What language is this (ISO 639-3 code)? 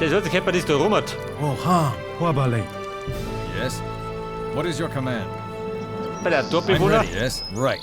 bar